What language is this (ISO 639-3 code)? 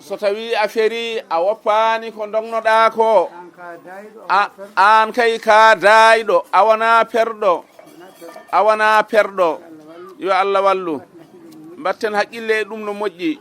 ful